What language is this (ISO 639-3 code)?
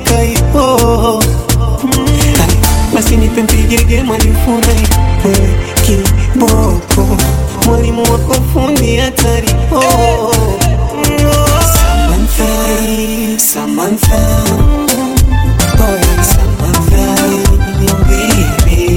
swa